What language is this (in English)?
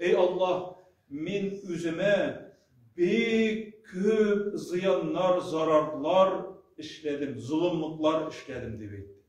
Tatar